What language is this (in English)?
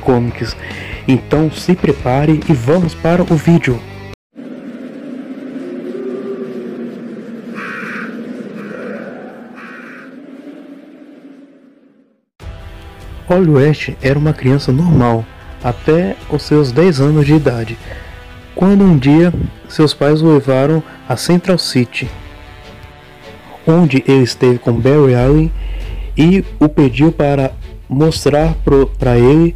Portuguese